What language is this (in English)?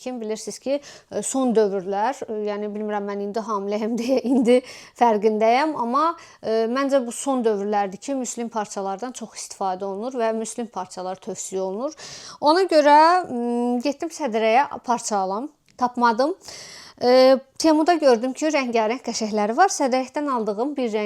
Azerbaijani